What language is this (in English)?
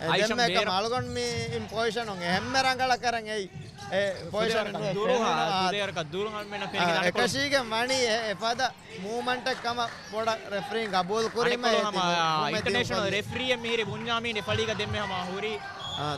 Divehi